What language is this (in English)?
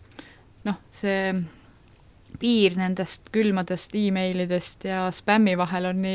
Estonian